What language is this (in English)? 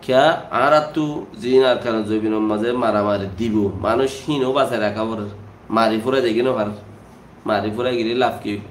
Rohingya